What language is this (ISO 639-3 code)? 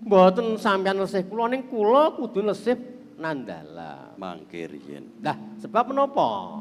jav